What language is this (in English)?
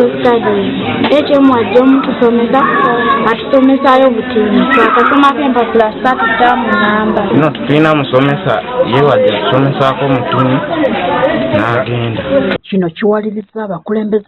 Ganda